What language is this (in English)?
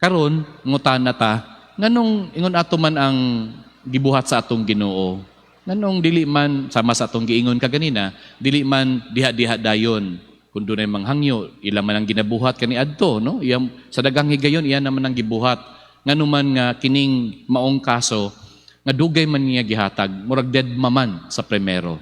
Cebuano